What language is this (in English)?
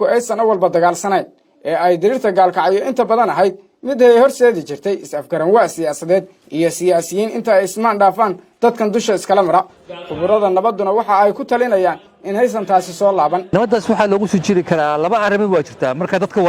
Somali